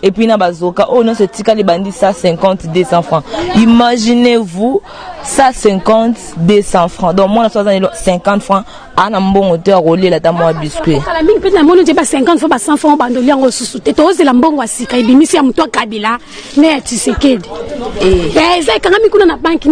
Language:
Lingala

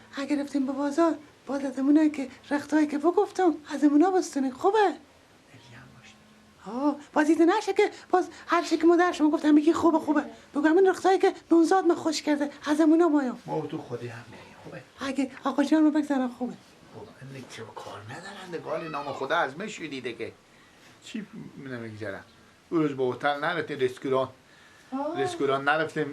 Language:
Persian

